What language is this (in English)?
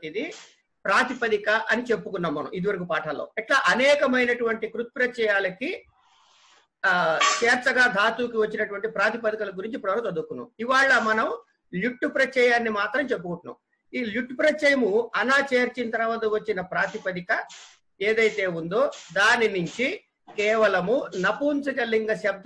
Telugu